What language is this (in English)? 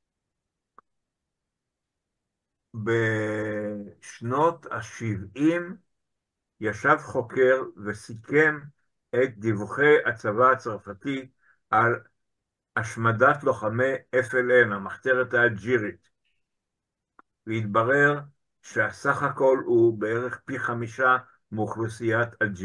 Hebrew